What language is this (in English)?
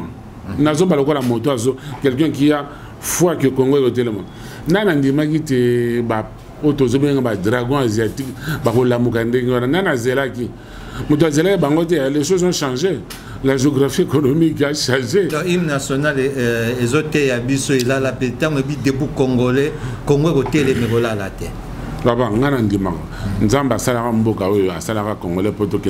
Lingala